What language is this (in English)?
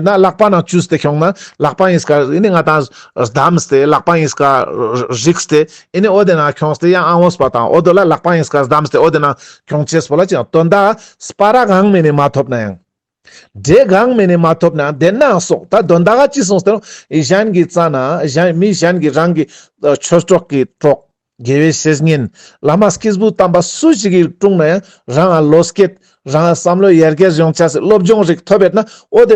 Ladakhi